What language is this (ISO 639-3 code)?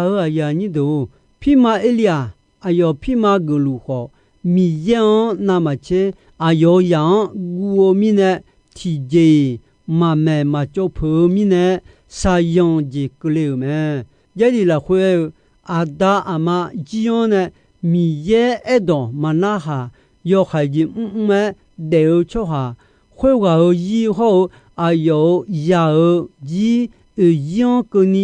ahk